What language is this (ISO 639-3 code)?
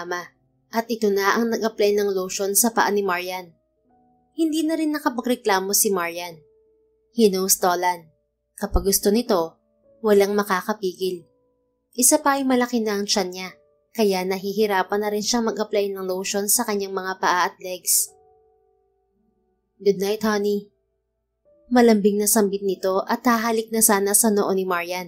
fil